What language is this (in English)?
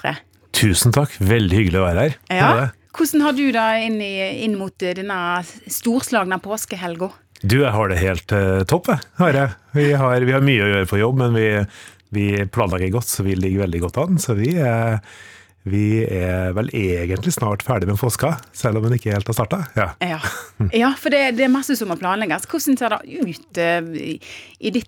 Norwegian